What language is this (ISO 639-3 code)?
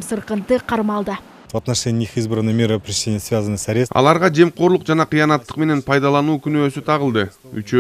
kir